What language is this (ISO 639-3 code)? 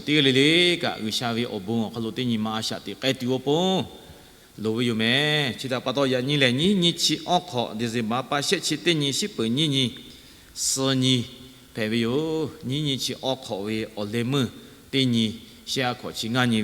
lhu